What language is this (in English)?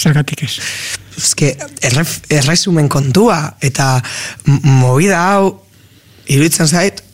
Basque